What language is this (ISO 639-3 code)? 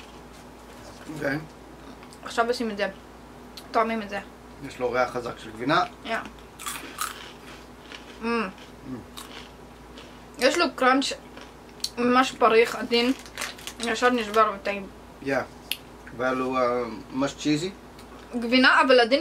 heb